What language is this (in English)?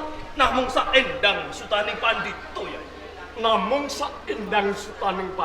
Javanese